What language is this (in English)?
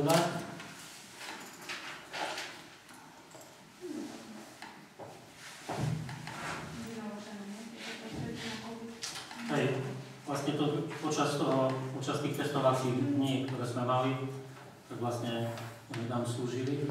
Slovak